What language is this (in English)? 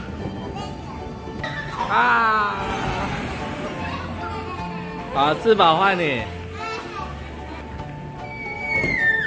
Chinese